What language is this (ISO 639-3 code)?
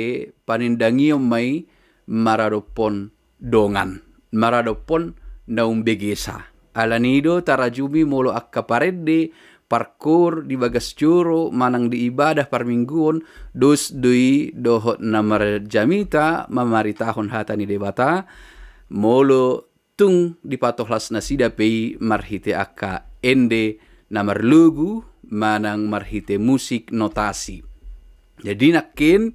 bbc